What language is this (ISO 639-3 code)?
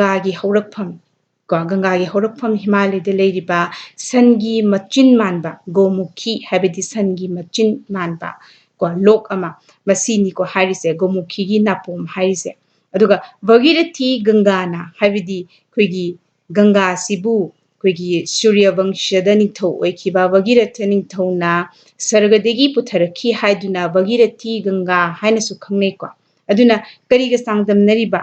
mni